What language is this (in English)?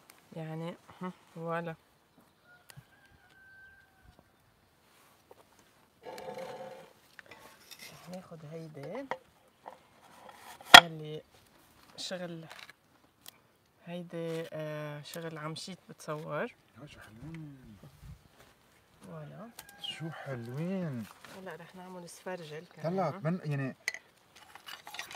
North Levantine Arabic